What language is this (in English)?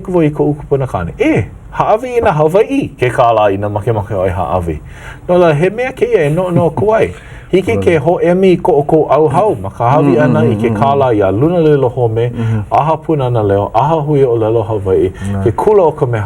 Hawaiian